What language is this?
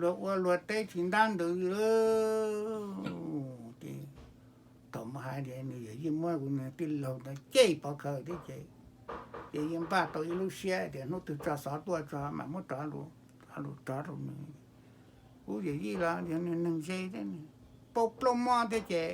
Hmong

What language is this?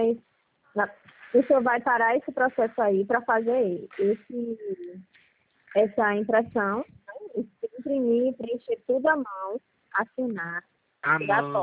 Portuguese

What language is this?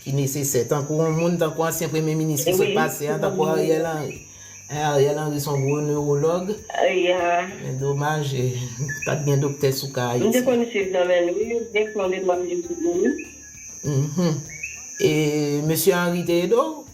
Haitian Creole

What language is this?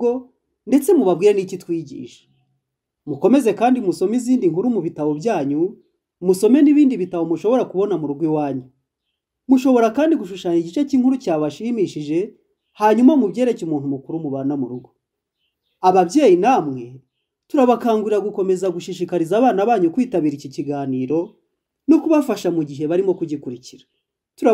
Kinyarwanda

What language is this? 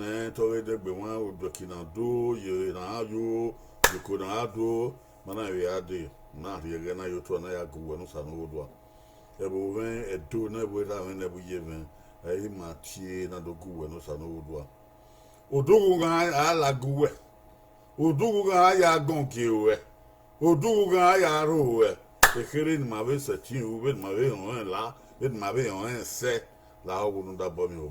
Bini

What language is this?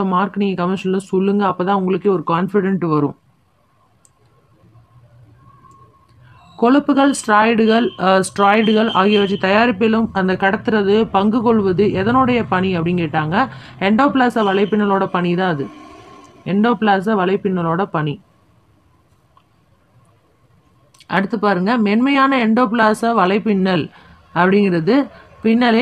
Tamil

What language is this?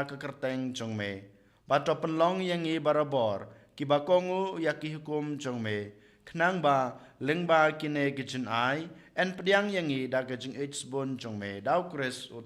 Khasi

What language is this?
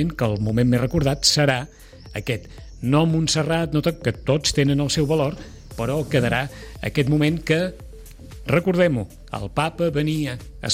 Catalan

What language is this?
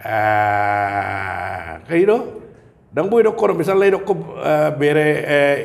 Batak Toba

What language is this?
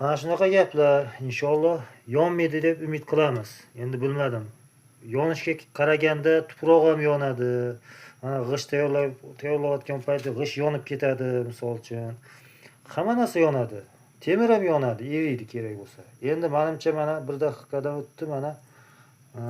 Uzbek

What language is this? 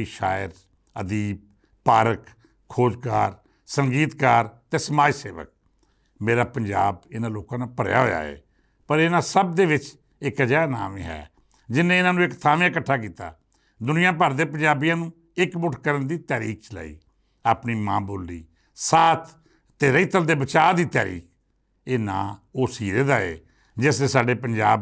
Western Panjabi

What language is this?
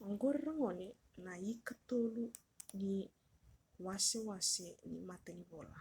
Fijian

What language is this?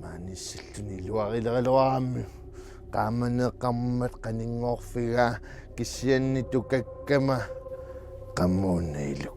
Kalaallisut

